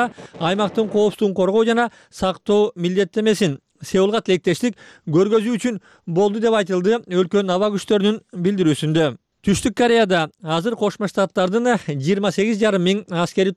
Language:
Kyrgyz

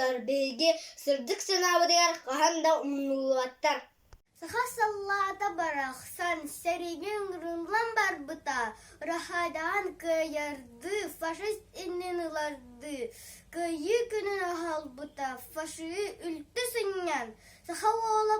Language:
Yakut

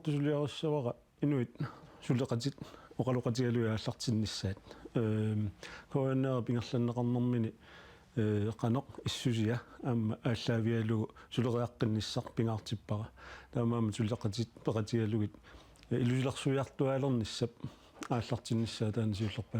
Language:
Kalaallisut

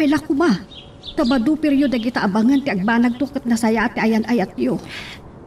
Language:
Iloko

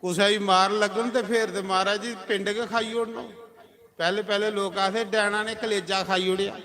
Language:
Dogri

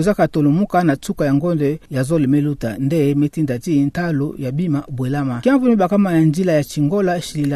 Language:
Kituba (Democratic Republic of Congo)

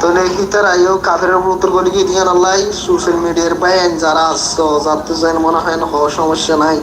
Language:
Rohingya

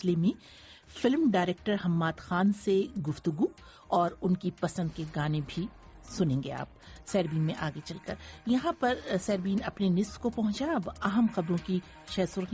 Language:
Urdu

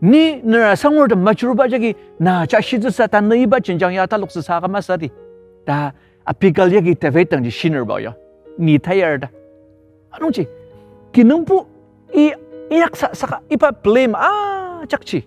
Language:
Ao Naga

